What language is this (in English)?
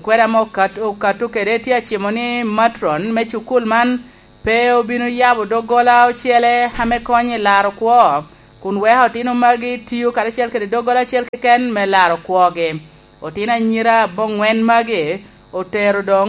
Lango (Uganda)